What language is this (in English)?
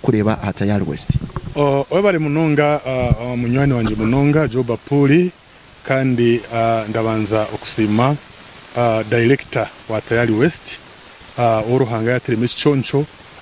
Nyankole